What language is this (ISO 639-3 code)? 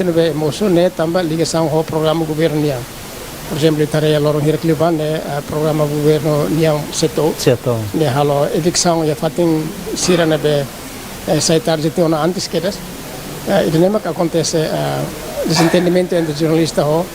tet